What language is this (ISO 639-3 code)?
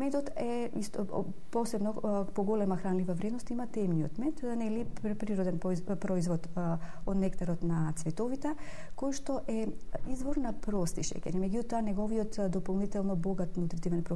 mkd